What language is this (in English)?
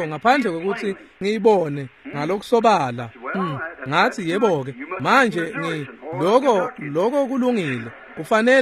Swati